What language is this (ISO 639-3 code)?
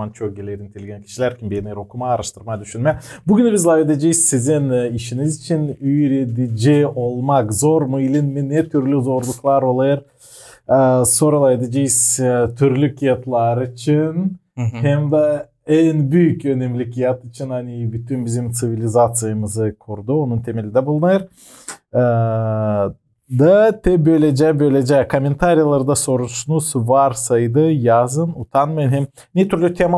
gag